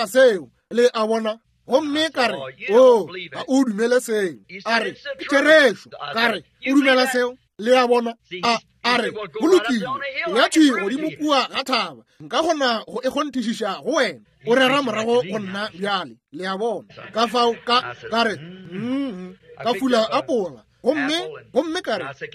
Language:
Northern Sotho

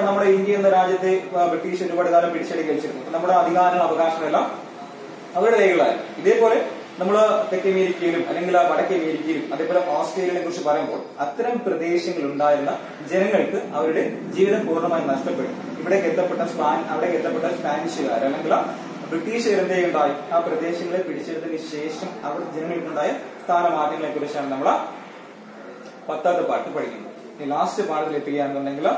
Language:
Malayalam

